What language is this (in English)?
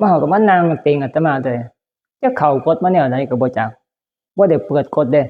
Northeastern Thai